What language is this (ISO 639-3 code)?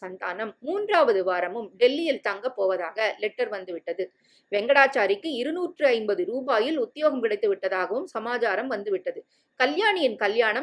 tam